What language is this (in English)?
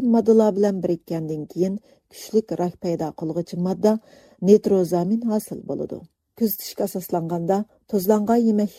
Uyghur